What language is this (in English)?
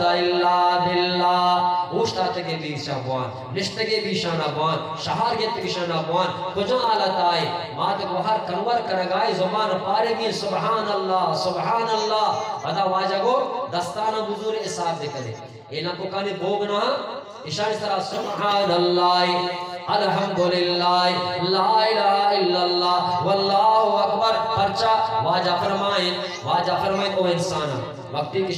Eastern Balochi